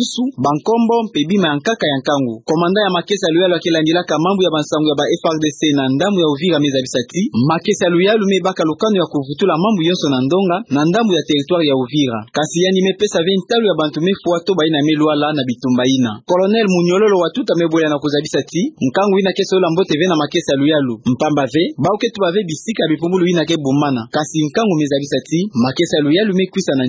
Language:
Kituba (Democratic Republic of Congo)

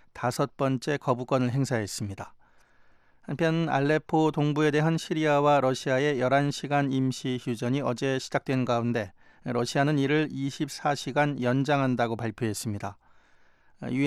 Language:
Korean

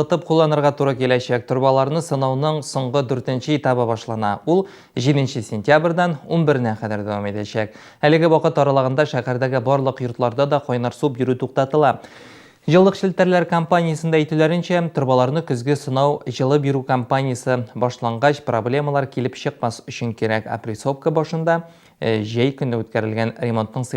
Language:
Tatar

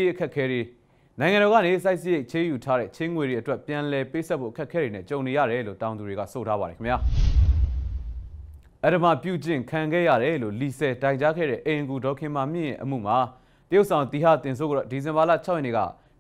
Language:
Burmese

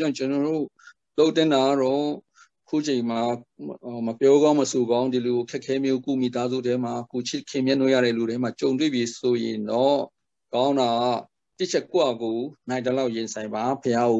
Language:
Burmese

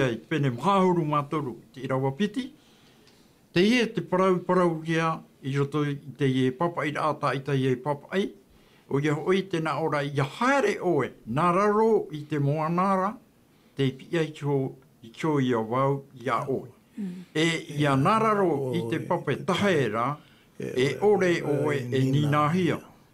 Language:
Tahitian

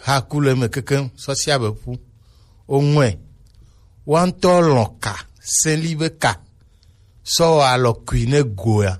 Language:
Gen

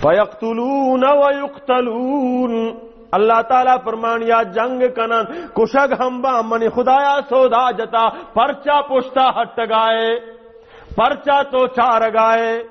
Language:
Baluchi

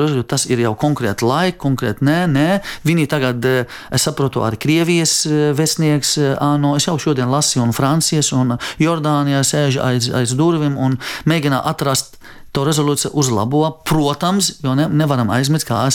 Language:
Latvian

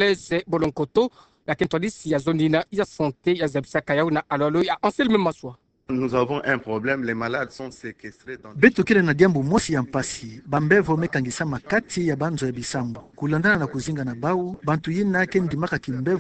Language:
Kituba (Democratic Republic of Congo)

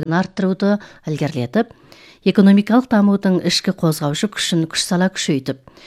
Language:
Kazakh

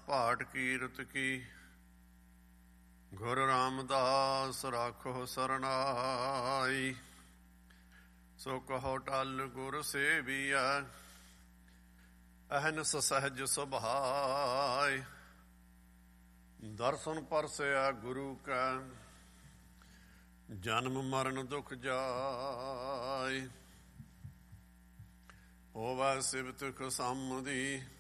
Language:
Punjabi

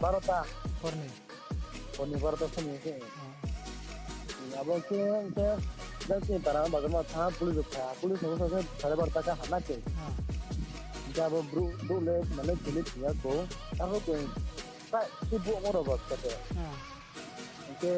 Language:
Riang (India)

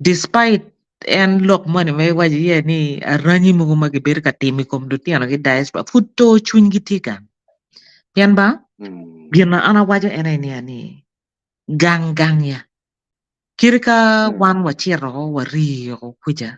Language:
Acoli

